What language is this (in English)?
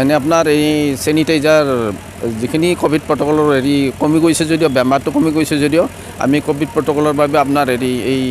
Assamese